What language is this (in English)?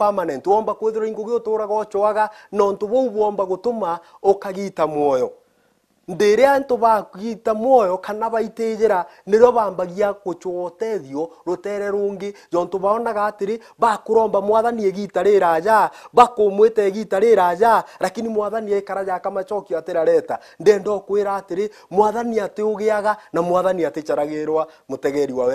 Meru